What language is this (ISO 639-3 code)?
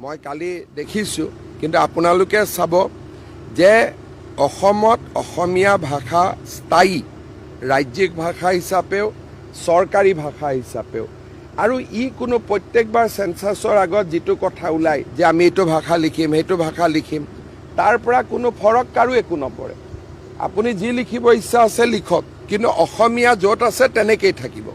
asm